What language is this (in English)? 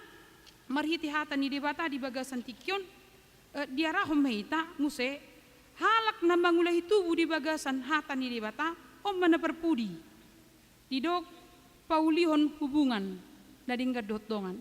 Batak Toba